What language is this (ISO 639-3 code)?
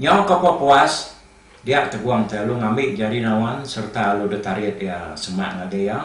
iba